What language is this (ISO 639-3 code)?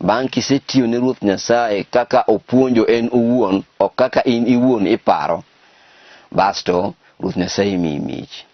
luo